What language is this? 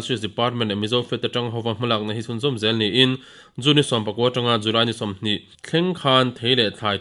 Mizo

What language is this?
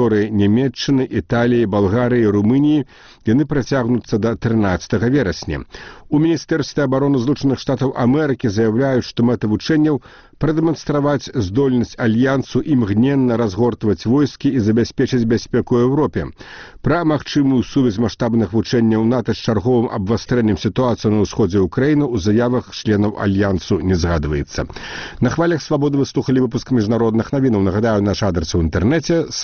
Belarusian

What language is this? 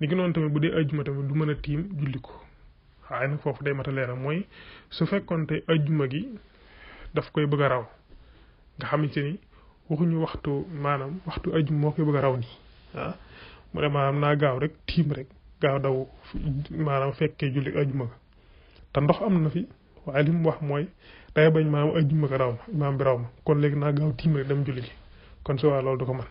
Wolof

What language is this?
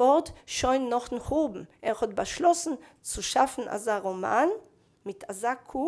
Yiddish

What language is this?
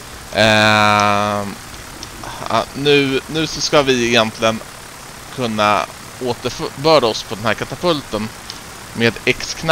Swedish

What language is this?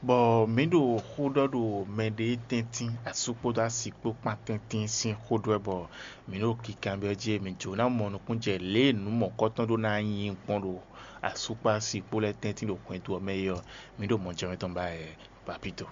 Fon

